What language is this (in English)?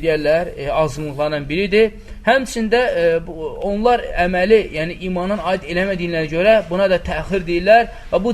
Azerbaijani